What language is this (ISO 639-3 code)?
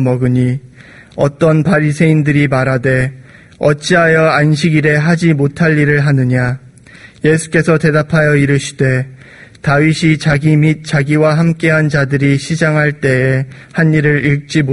kor